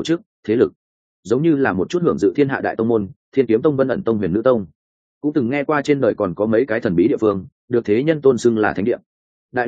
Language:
Vietnamese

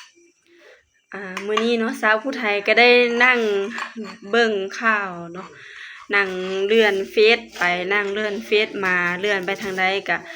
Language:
Lao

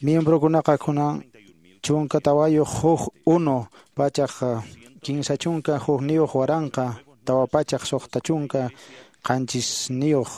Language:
Quechua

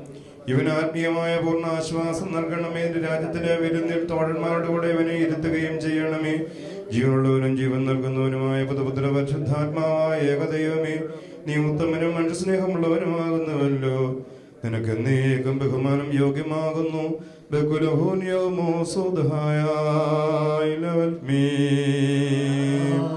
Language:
Malayalam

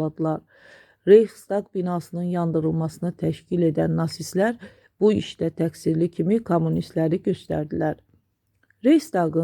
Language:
Azerbaijani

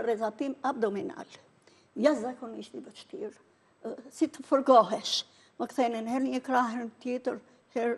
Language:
Albanian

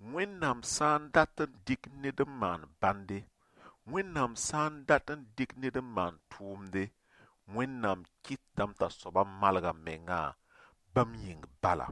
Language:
Mossi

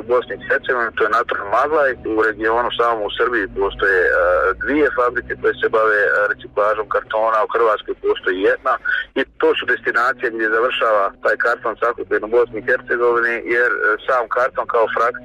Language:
Bosnian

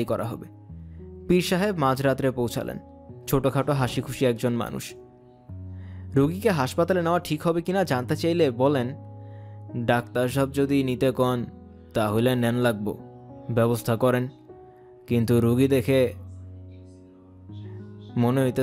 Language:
Bangla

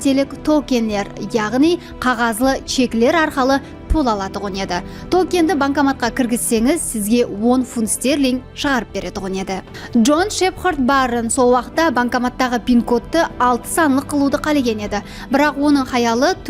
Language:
Kara-Kalpak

